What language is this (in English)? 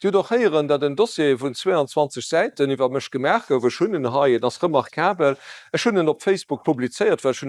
Luxembourgish